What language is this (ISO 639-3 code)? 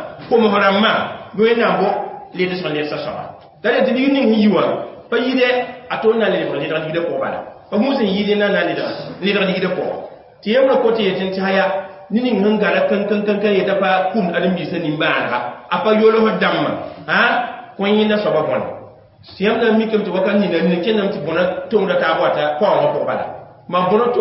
mos